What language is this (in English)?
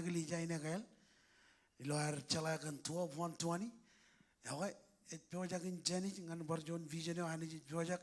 Marshallese